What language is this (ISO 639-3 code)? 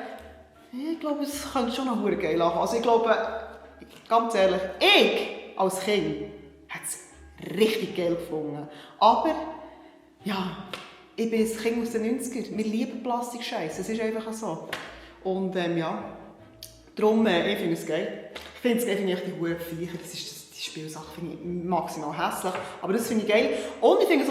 gsw